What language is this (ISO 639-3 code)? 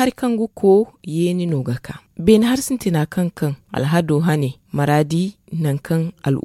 dje